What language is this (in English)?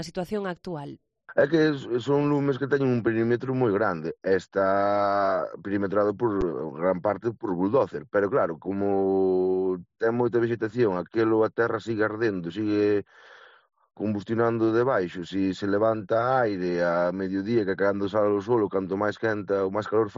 Galician